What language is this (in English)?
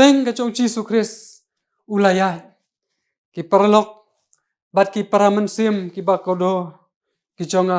Khasi